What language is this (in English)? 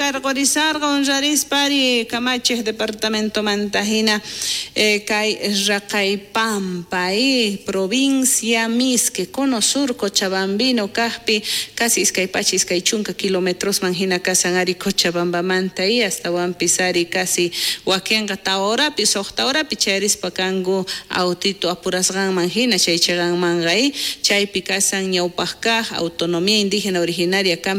South Bolivian Quechua